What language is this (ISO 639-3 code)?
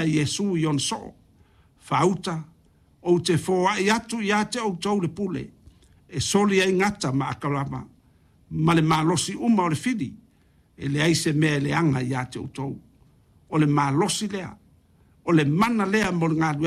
smo